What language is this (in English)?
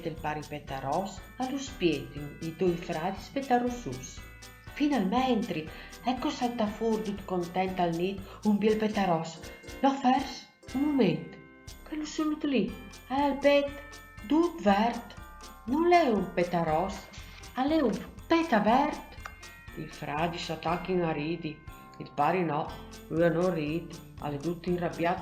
Friulian